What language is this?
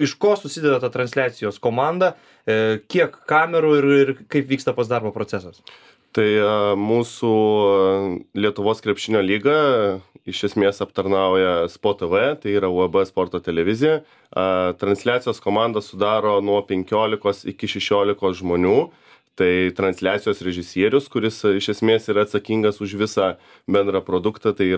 Lithuanian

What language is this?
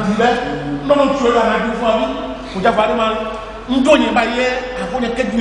Ifè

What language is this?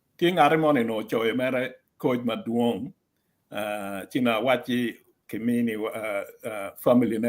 Acoli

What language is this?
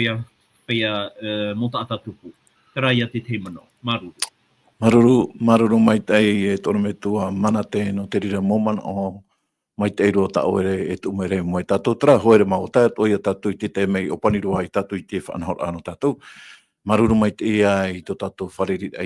Tahitian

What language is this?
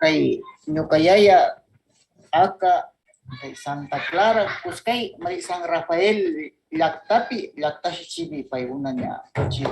Northern Pastaza Quichua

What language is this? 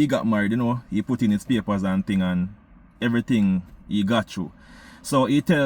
Jamaican Creole English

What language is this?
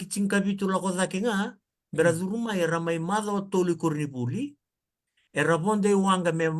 Fijian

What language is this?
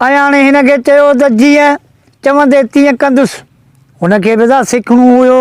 Sindhi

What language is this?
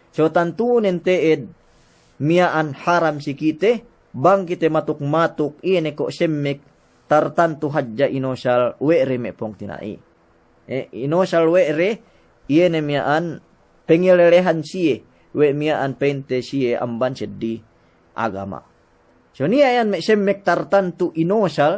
Yakan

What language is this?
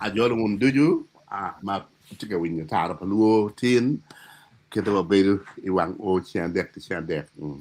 Acoli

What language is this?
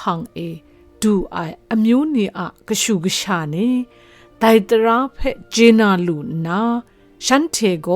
Kachin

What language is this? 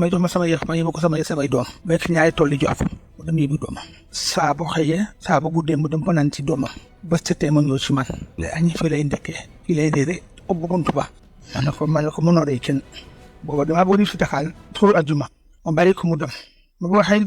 Wolof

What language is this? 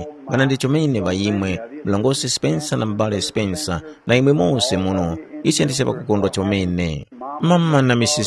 Tumbuka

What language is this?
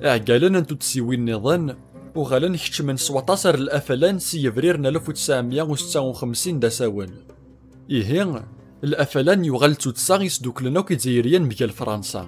Kabyle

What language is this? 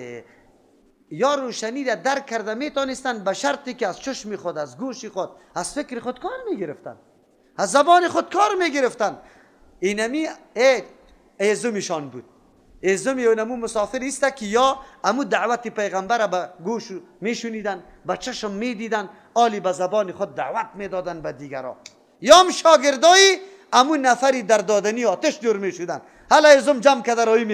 Persian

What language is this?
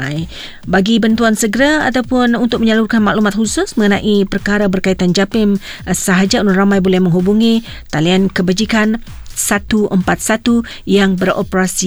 Malay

